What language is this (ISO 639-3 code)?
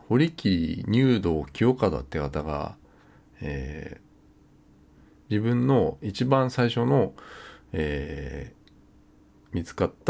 jpn